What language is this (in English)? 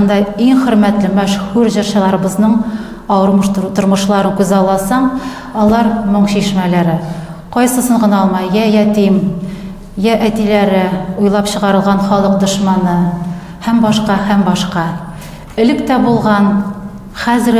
Tatar